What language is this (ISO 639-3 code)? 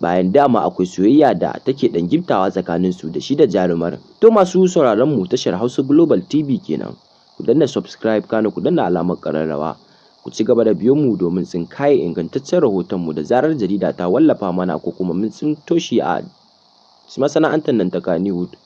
hau